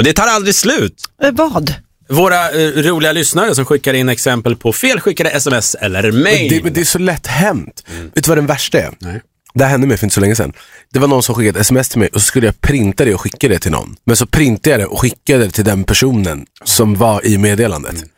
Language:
Swedish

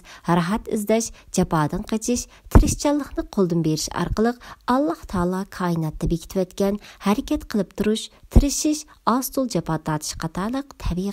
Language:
Uyghur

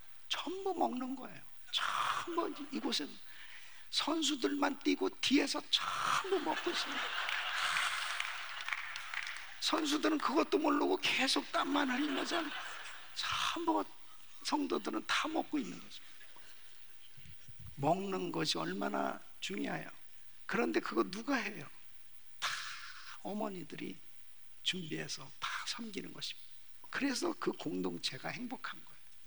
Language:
Korean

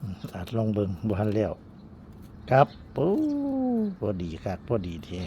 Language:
Northeastern Thai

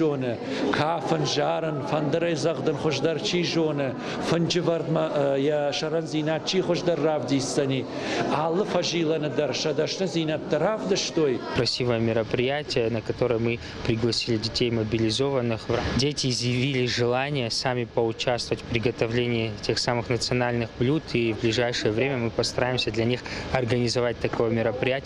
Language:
Ossetic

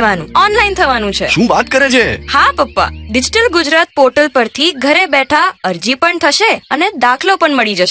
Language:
Gujarati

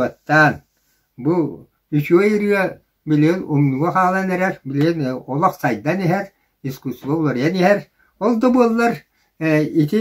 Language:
Yakut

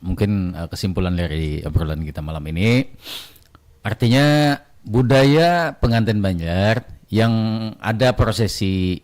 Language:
Banjar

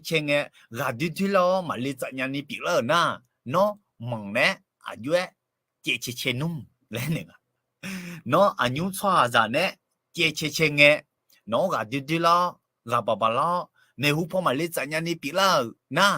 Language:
Akha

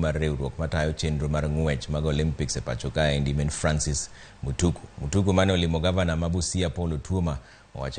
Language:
Luo (Kenya and Tanzania)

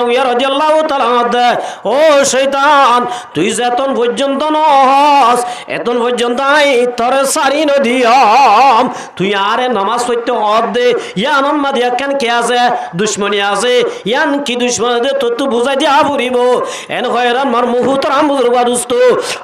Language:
Rohingya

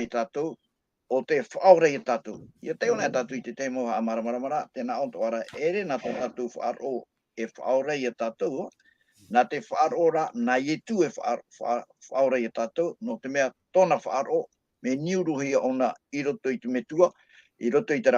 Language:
Tahitian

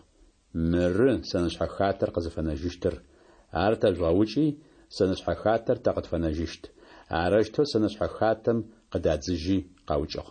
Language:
Adyghe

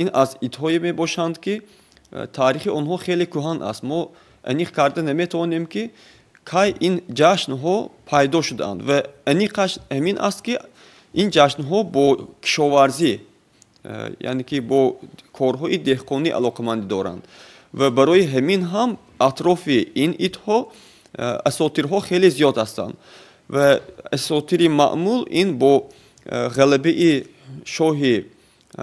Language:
Tajik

